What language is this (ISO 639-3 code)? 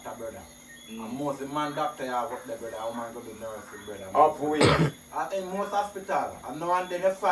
jam